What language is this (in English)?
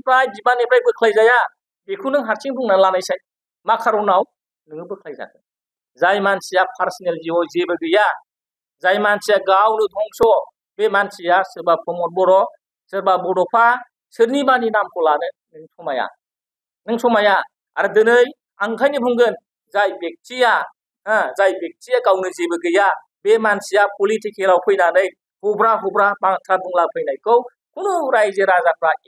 Bodo